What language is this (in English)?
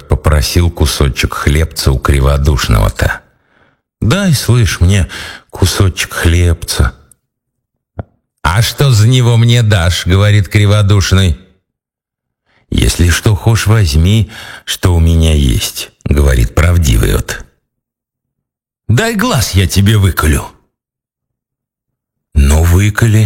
Russian